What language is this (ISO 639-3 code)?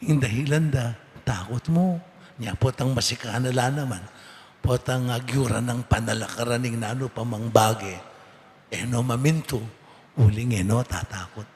pam